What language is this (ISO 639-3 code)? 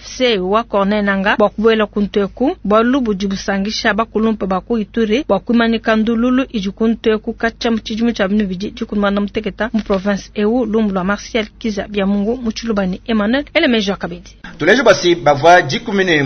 lua